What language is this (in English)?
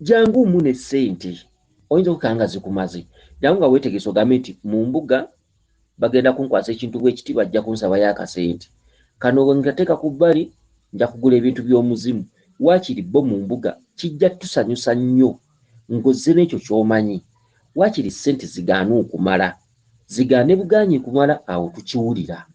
Ganda